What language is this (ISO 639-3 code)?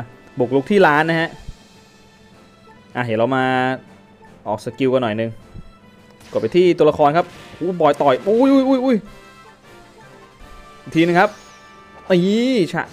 tha